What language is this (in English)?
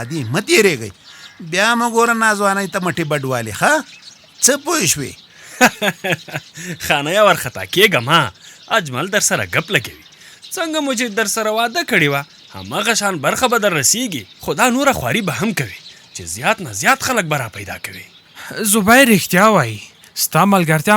Pashto